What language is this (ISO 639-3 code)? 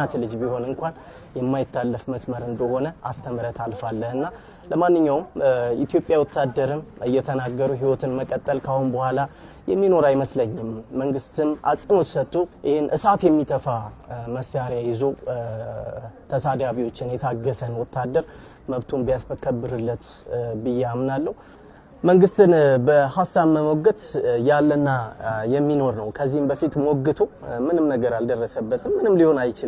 amh